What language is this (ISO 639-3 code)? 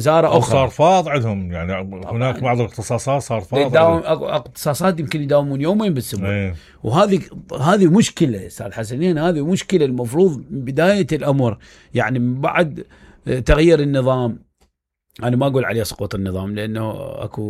acm